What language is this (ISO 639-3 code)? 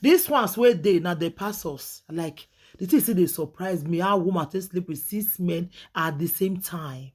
pcm